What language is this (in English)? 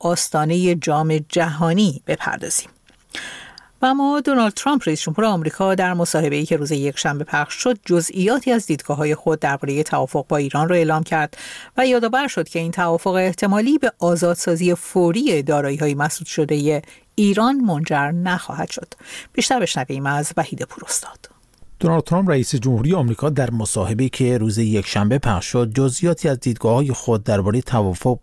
Persian